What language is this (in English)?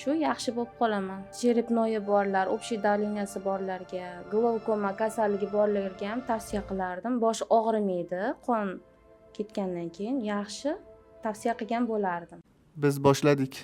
Uzbek